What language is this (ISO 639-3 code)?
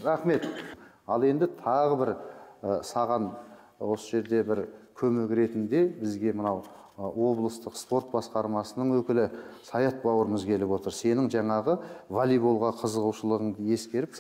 kaz